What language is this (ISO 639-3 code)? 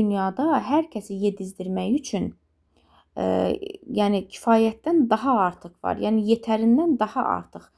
aze